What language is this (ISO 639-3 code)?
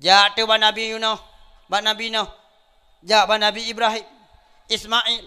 ace